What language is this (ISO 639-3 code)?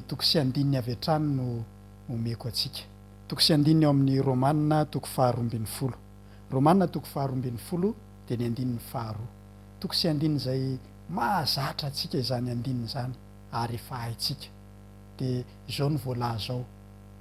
mlg